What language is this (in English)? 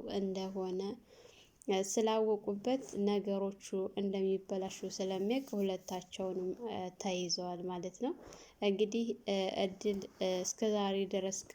Amharic